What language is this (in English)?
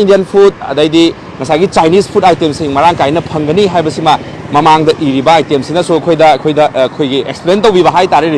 Manipuri